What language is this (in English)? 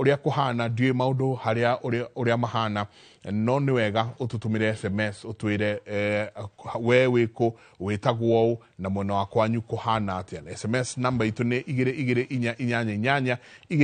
Kikuyu